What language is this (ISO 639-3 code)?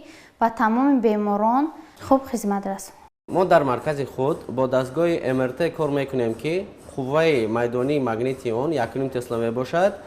tgk